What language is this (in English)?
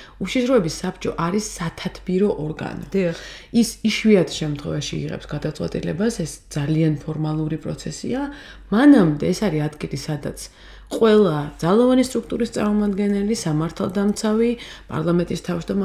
Georgian